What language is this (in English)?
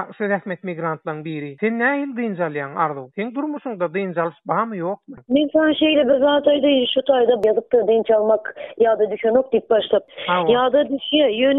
Turkmen